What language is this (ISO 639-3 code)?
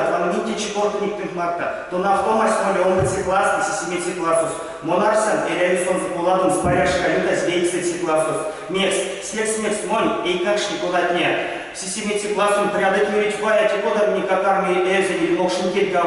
myv